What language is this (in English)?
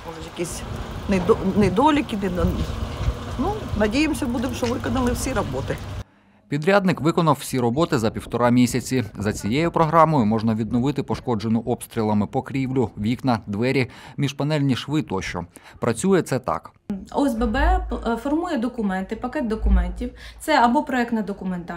Ukrainian